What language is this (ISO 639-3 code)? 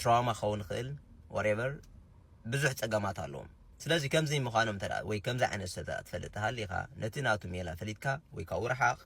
tir